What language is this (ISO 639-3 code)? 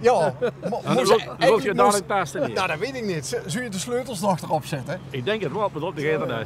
lim